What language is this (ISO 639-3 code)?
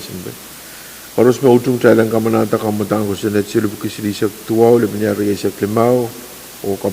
pon